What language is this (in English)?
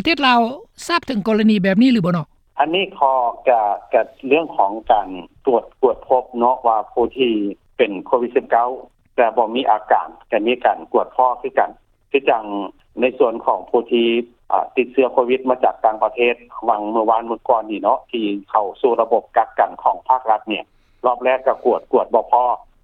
Lao